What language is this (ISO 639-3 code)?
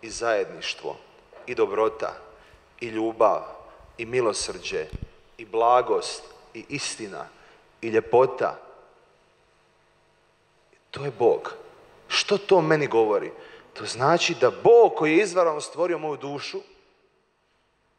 hrv